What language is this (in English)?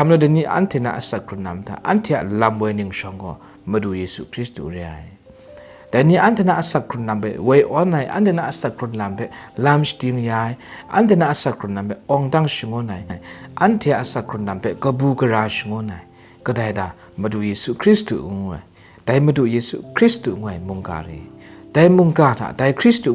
Kachin